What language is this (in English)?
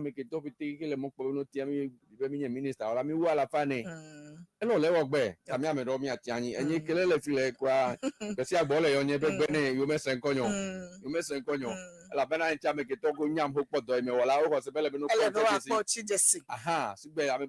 Ewe